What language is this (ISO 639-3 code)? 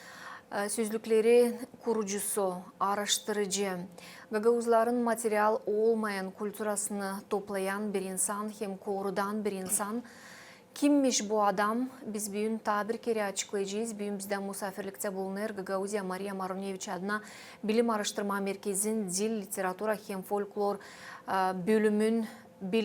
gag